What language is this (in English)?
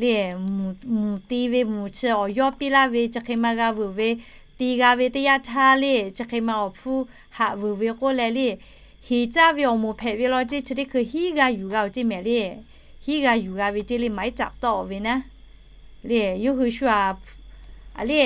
Lahu